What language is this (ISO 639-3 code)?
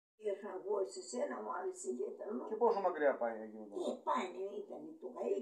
ell